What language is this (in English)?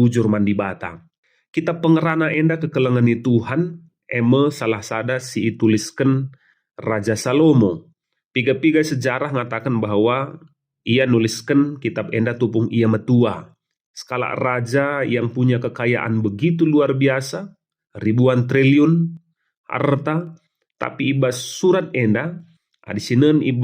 Batak Karo